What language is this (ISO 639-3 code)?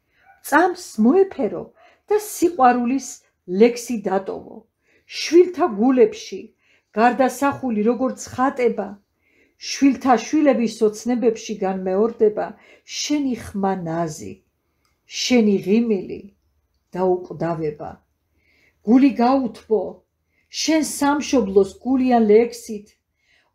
kat